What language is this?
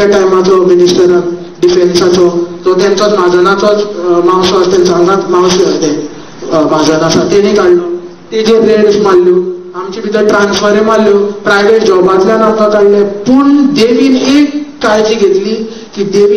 Konkani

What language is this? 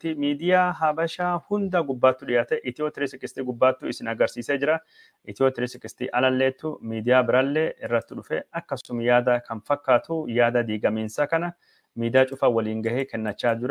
Oromo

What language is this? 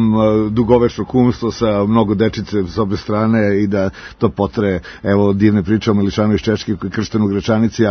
Serbian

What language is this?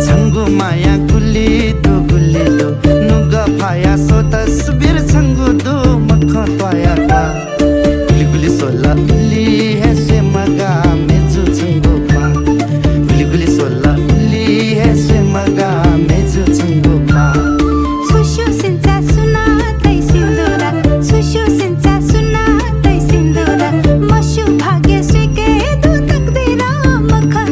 Newari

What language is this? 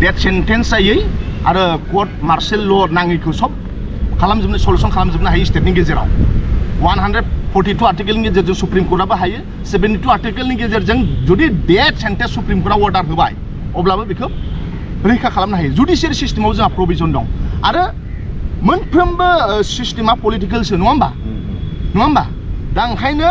Bodo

